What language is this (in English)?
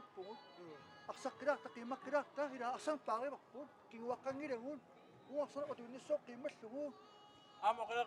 Kalaallisut